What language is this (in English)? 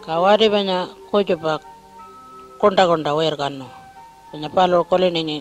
Pitjantjatjara